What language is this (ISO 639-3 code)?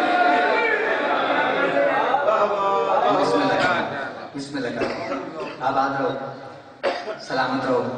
urd